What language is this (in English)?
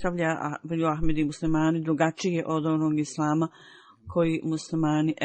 Bosnian